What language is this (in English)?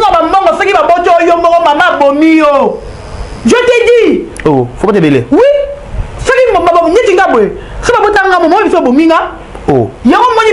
Lingala